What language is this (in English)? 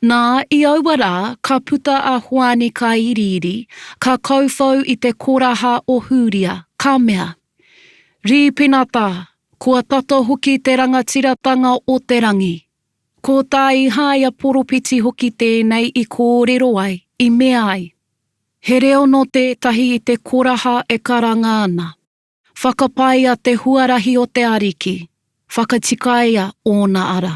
Māori